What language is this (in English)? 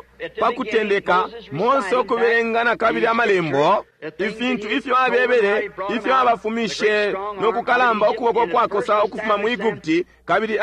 Bemba